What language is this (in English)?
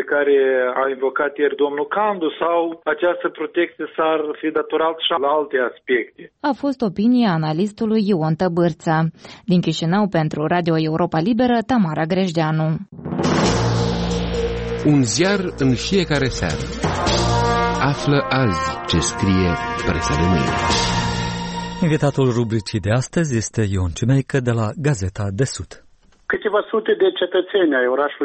Romanian